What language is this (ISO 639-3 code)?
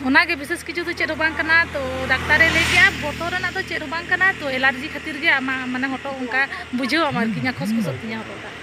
sat